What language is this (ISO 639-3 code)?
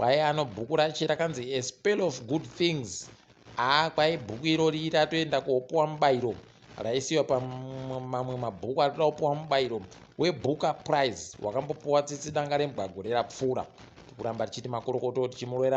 ndc